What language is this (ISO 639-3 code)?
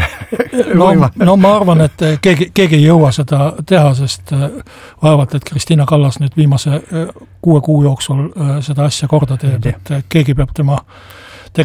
est